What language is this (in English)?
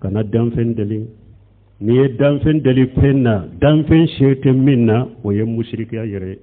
Bambara